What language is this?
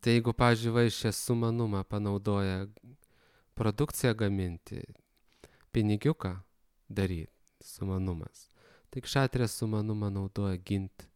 Lithuanian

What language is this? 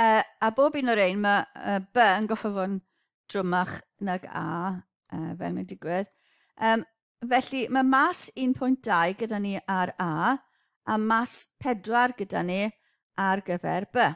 Welsh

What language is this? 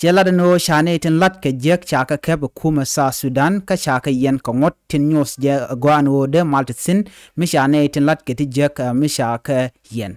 Nuer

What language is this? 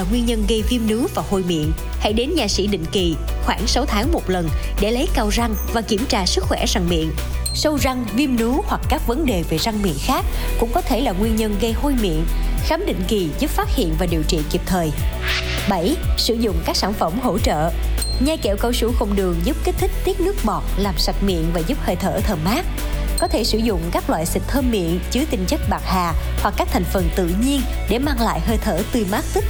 Vietnamese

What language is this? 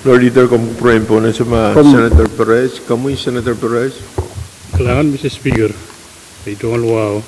Pohnpeian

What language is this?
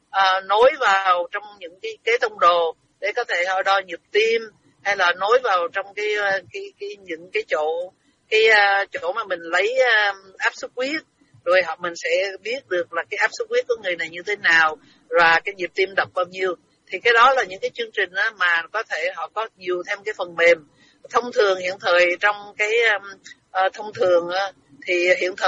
Vietnamese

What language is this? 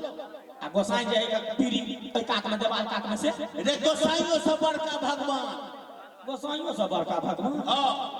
Maithili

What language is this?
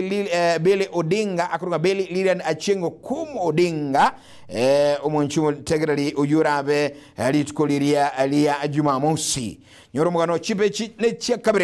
Gusii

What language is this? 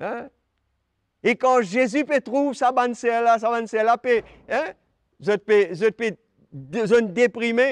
Morisyen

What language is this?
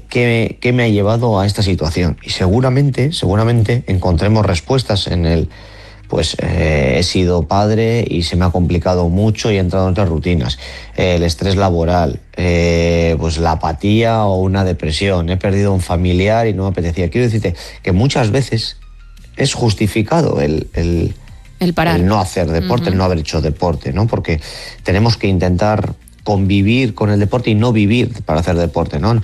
Spanish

